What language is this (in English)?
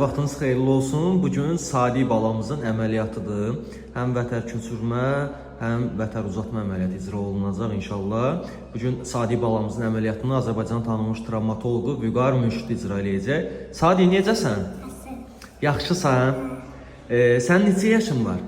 Azerbaijani